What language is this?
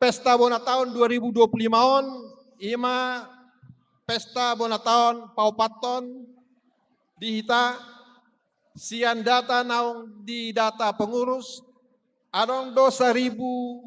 Batak Toba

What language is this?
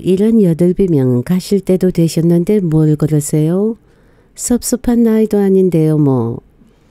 Korean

